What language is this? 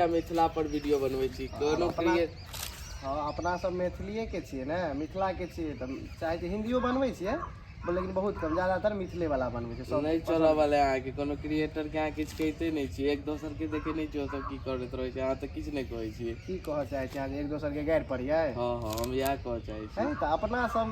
Maithili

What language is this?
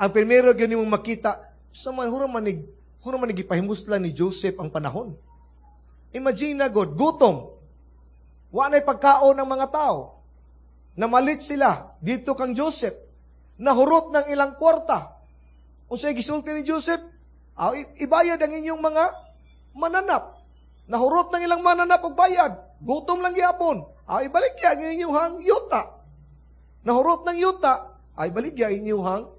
Cebuano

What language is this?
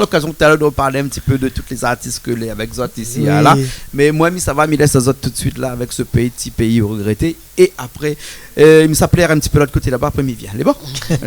Réunion Creole French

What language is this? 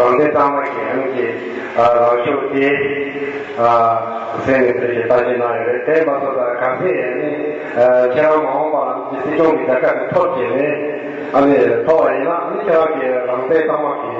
Tibetan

